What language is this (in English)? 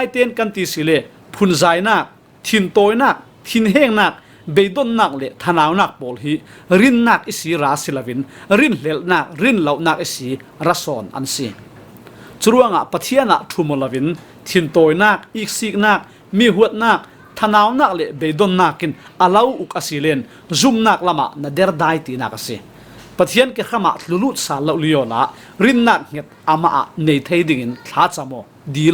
Falam Chin